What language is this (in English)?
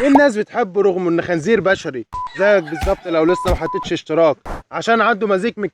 Egyptian Arabic